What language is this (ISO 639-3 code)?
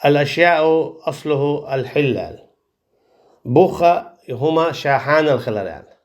che